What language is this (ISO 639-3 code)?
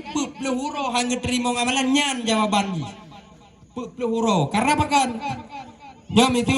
ace